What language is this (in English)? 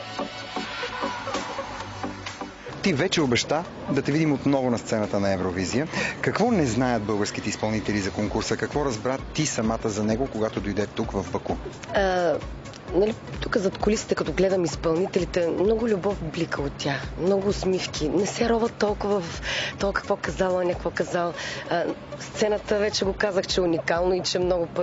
Bulgarian